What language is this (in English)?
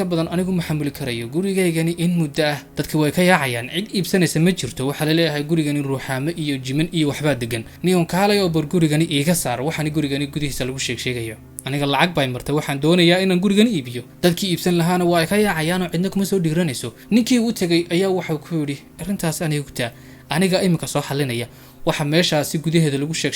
Somali